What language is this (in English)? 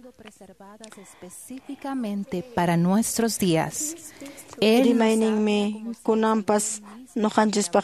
Quechua